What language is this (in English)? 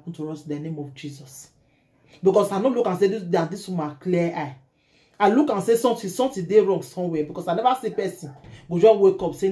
Nigerian Pidgin